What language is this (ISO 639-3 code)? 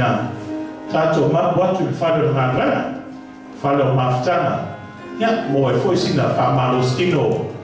smo